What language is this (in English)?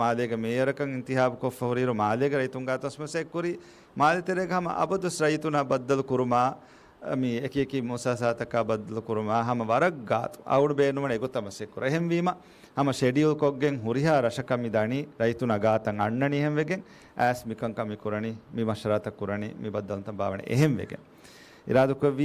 Divehi